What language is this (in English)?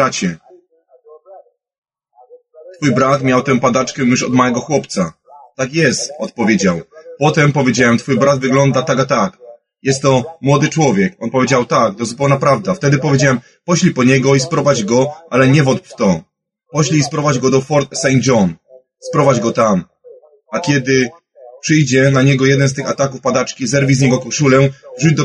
Polish